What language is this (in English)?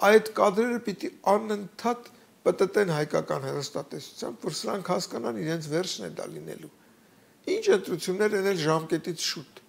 Armenian